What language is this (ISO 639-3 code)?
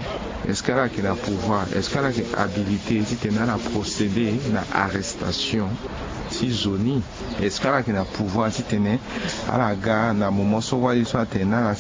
sag